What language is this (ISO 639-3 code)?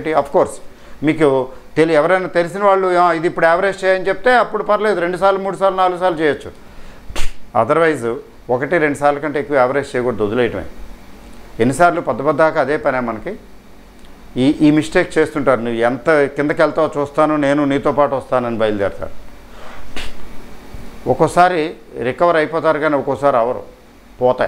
tel